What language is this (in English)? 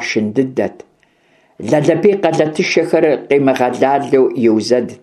Kabardian